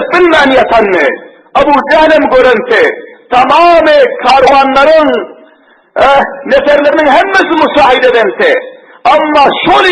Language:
Turkmen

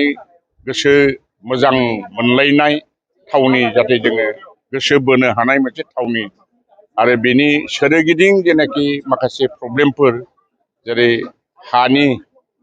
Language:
Bodo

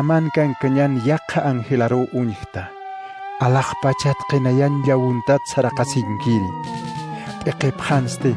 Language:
Aymara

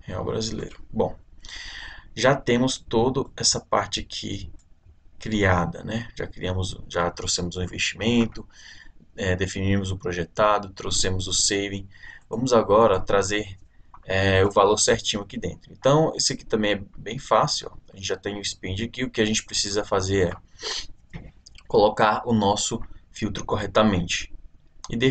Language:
Portuguese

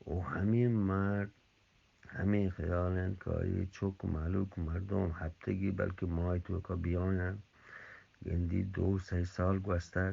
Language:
Eastern Balochi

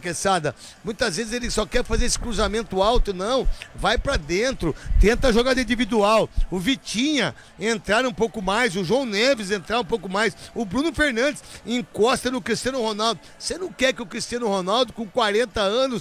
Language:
Portuguese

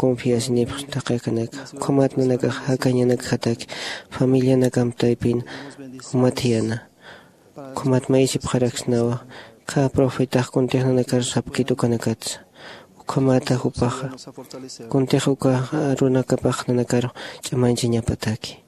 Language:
Aymara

